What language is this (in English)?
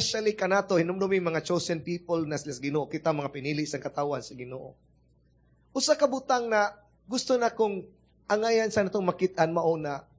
Cebuano